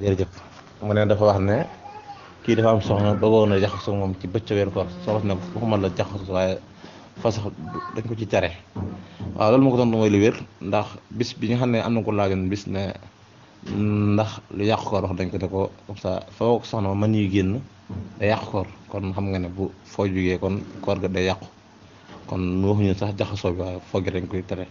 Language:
Wolof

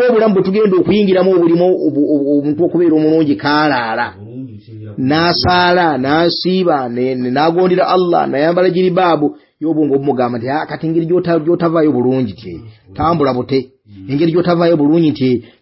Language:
Ganda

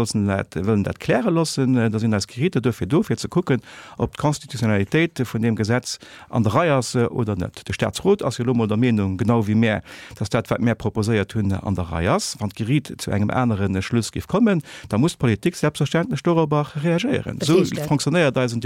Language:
Luxembourgish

